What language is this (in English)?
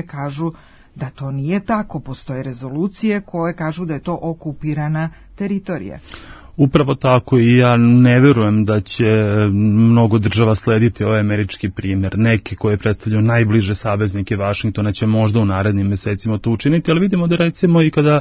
Serbian